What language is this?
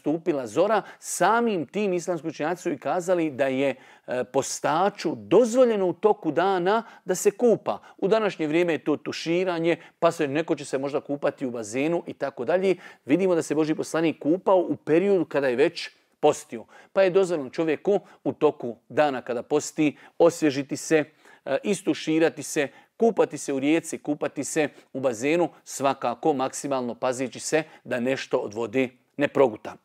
Bosnian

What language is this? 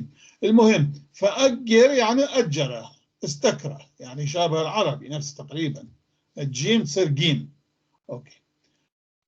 North Levantine Arabic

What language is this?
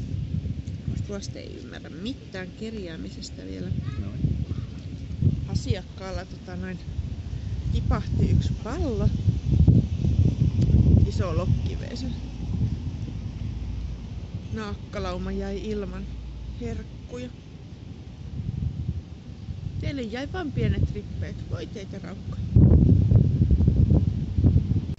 Finnish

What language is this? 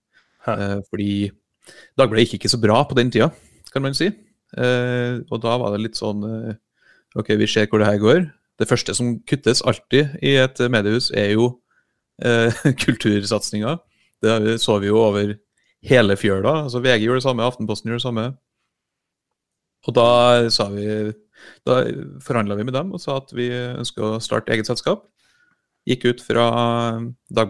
Norwegian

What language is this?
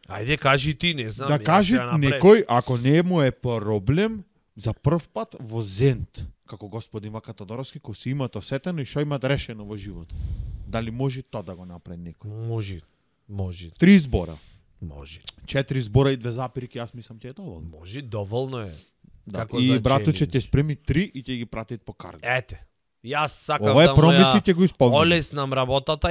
Macedonian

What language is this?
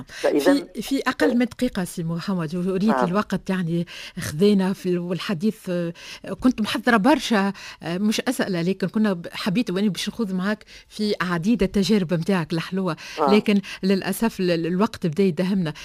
Tunisian Arabic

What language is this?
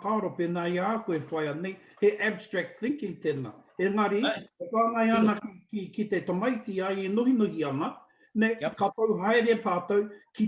Māori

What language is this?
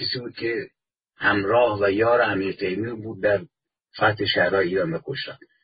Persian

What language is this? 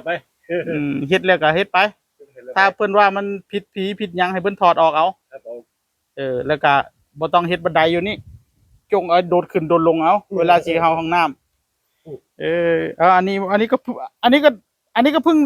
Northeastern Thai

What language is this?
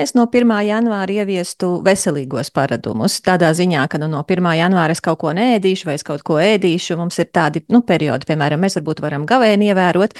Latvian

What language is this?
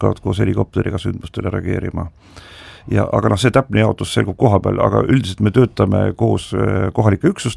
Estonian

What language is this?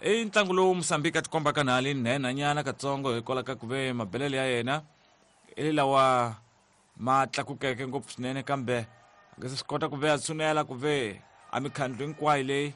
Tsonga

